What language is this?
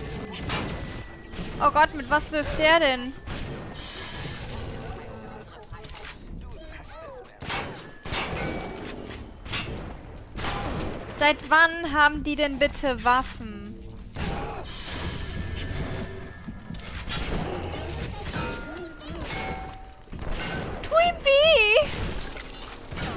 German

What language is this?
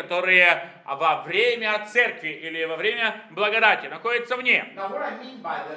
Russian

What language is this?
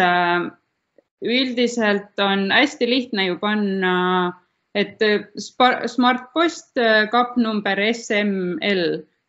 Estonian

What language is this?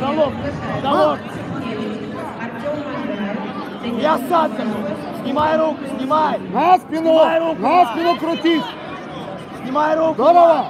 Russian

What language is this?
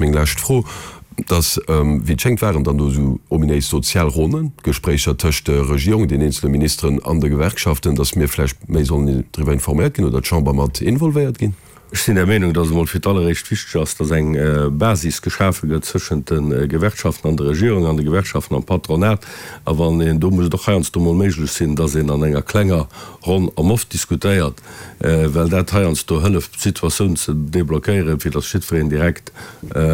Luxembourgish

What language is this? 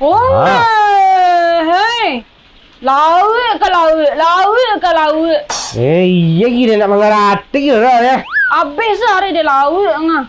Minangkabau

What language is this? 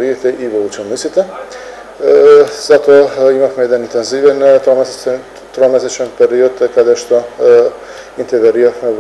Macedonian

